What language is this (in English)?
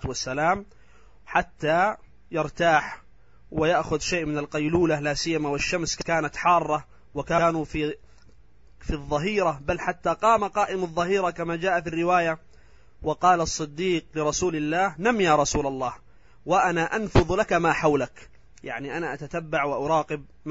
Arabic